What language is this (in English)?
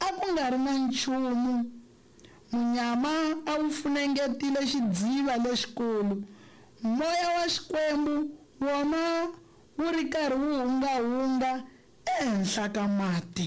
Tsonga